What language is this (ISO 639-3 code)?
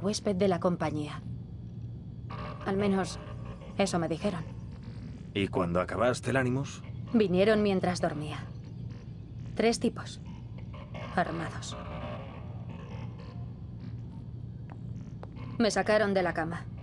spa